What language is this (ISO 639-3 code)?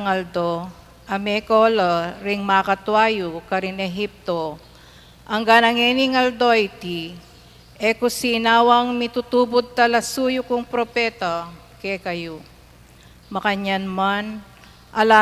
pam